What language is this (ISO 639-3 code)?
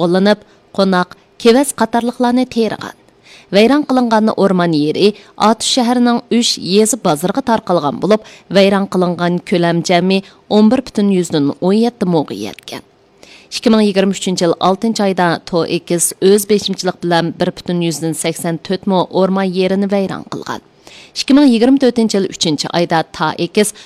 uig